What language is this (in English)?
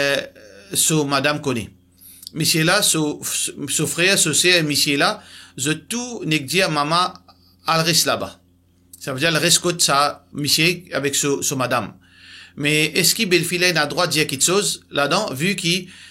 Morisyen